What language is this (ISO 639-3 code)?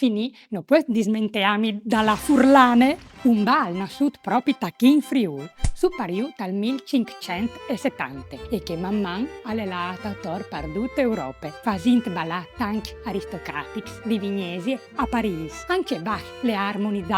fur